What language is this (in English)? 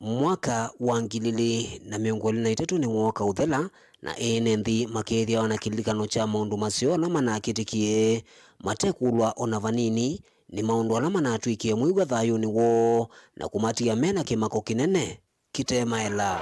Kamba